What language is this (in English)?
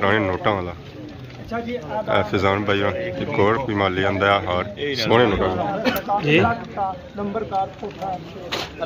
Pahari-Potwari